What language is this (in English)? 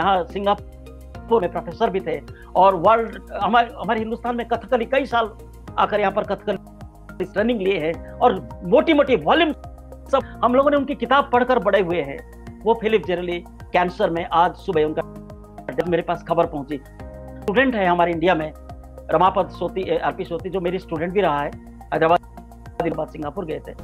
Hindi